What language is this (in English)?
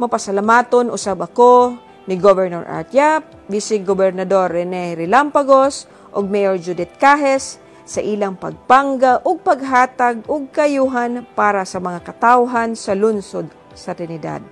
Cebuano